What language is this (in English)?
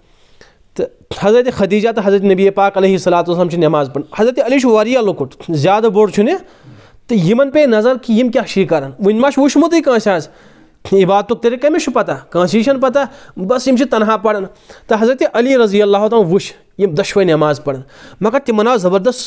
Kashmiri